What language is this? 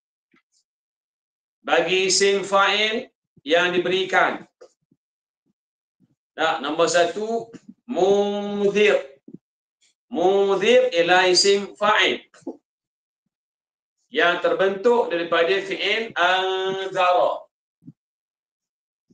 Malay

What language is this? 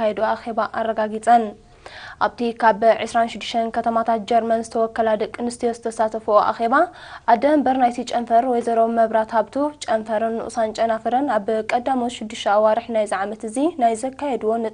Tigrinya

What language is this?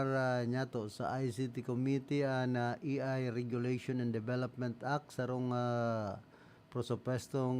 Bikol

